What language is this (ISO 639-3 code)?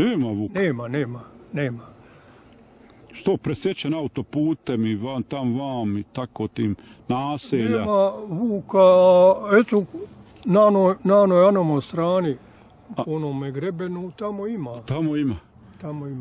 bos